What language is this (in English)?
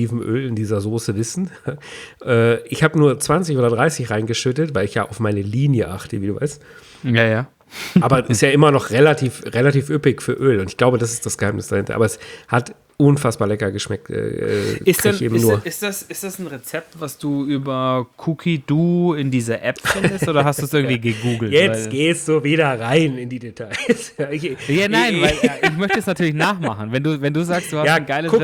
German